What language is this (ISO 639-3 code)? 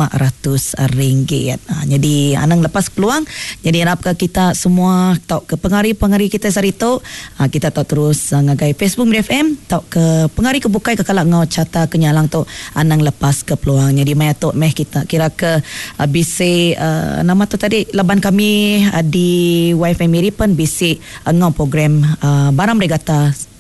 iba